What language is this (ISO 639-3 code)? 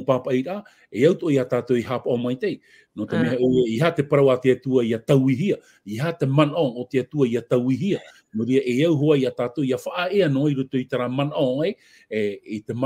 tah